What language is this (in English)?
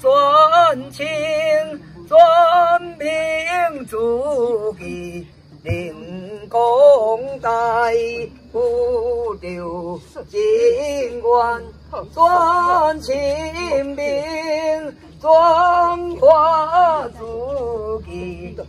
Min Nan Chinese